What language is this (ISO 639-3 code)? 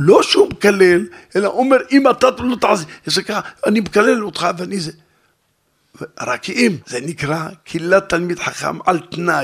heb